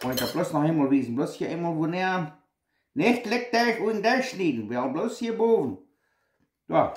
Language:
Plautdietsch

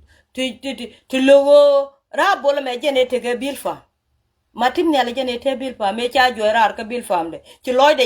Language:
Nuer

